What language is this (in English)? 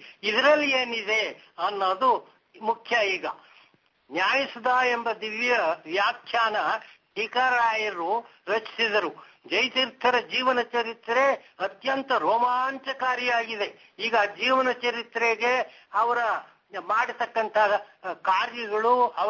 Kannada